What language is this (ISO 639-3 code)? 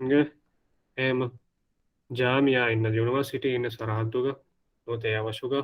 div